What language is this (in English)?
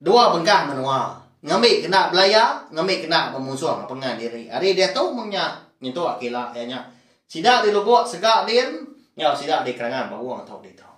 Iban